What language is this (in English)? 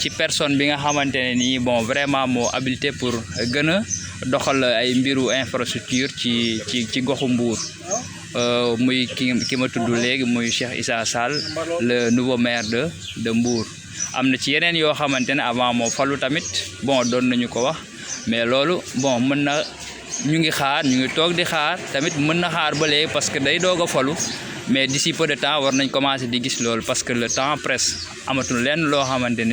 Wolof